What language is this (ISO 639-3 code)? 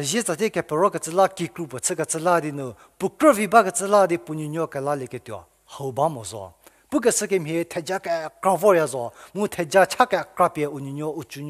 njm